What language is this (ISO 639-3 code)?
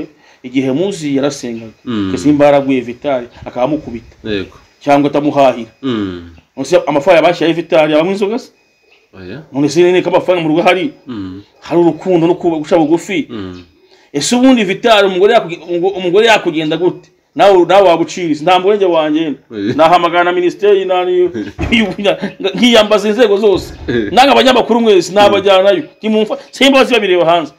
kin